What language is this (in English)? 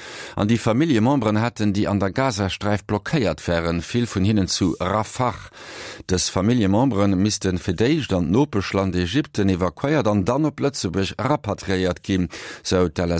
Luxembourgish